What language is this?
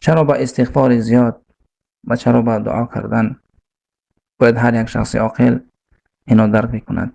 Persian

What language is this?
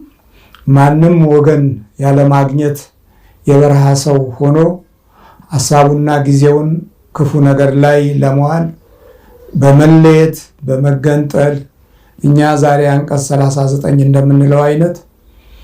Amharic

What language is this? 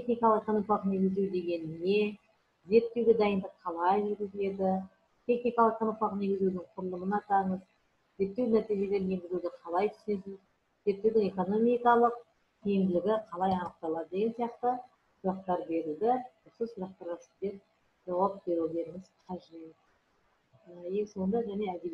Kazakh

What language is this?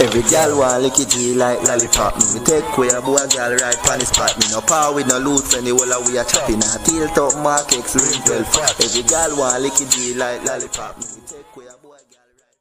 Jamaican Creole English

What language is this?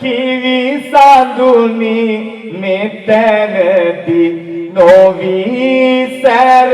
Sinhala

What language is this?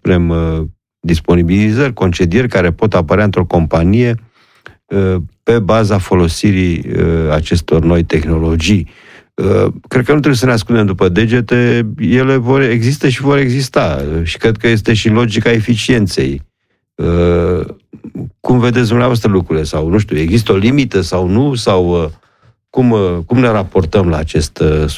Romanian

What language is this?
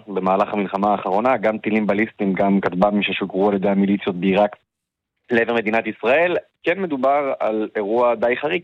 Hebrew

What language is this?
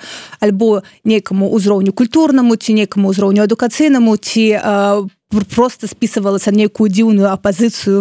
Belarusian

